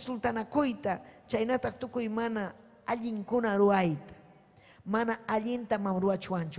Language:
Ayacucho Quechua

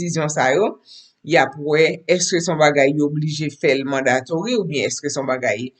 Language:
Haitian Creole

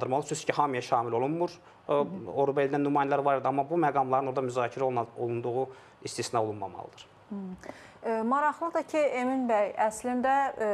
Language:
Azerbaijani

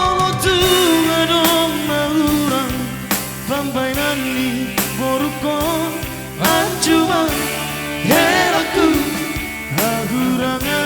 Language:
Batak Toba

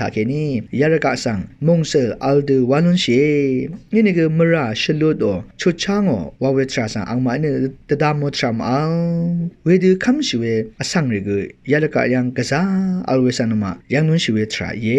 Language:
Rawang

